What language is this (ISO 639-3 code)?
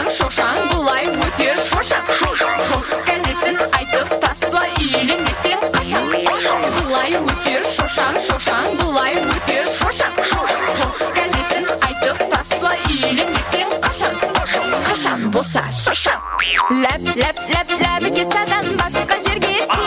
kaa